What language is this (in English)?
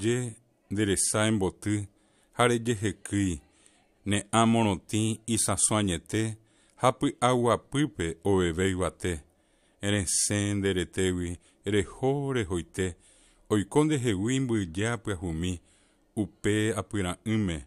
Guarani